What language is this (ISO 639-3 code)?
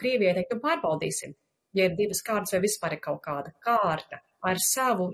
lav